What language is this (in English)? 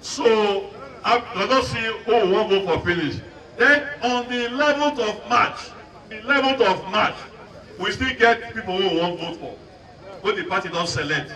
Nigerian Pidgin